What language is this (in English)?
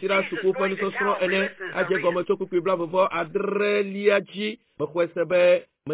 Ewe